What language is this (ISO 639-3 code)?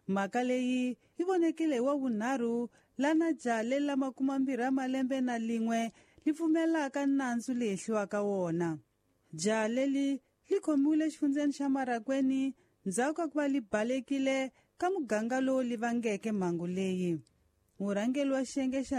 tso